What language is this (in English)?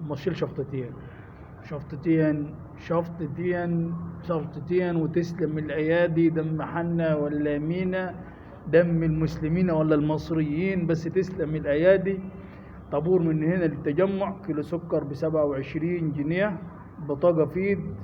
Egyptian Arabic